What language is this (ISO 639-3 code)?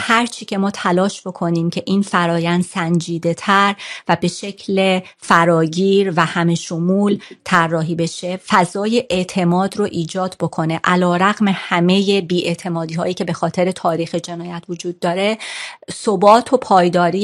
fas